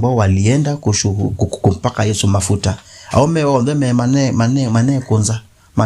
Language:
Kamba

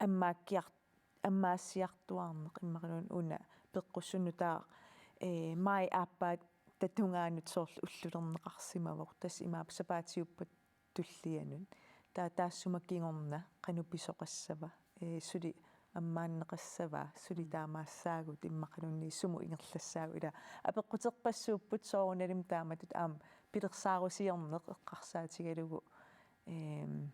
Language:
Kalaallisut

